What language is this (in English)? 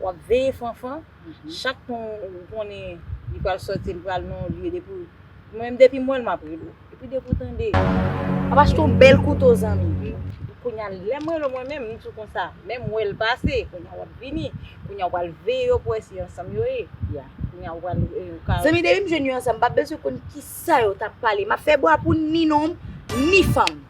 Haitian Creole